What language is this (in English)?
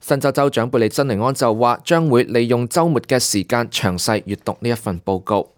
Cantonese